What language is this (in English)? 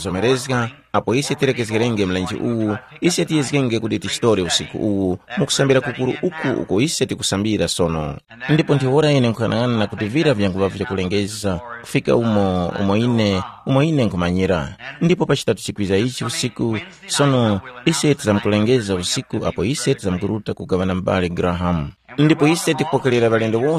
Tumbuka